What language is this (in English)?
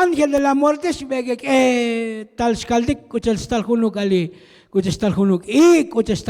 Tzotzil